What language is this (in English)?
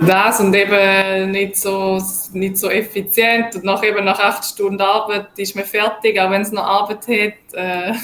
Swiss German